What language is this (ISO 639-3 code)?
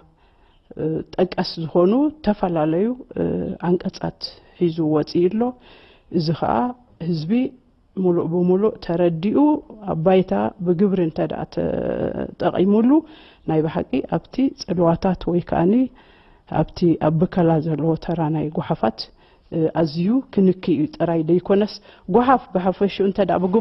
tir